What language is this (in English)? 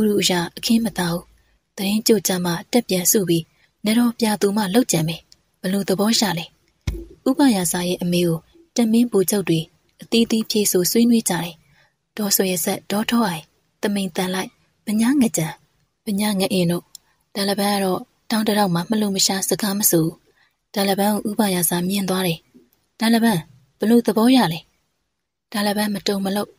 Burmese